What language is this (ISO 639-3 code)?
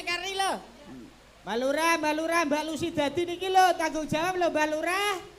jav